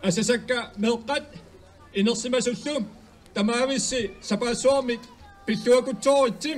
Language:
Kalaallisut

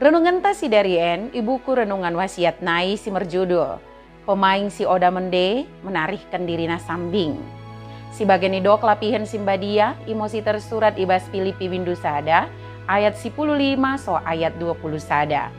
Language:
Batak Dairi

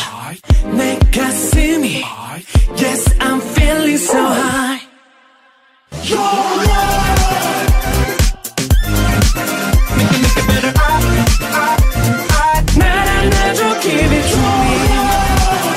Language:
Korean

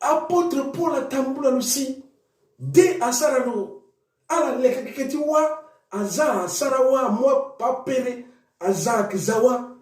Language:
Sango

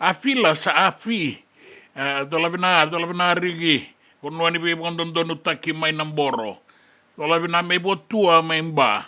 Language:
Fijian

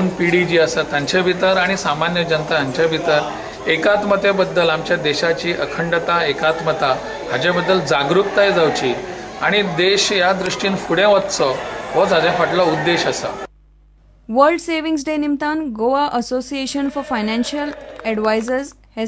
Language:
Konkani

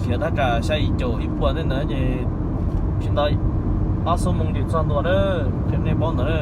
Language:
Hmong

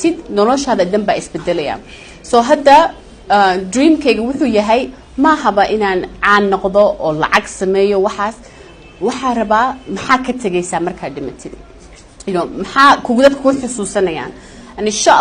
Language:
Somali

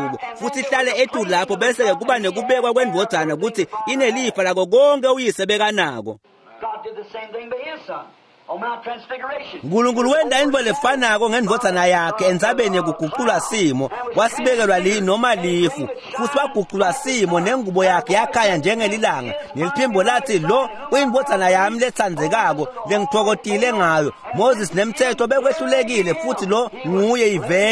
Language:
Swati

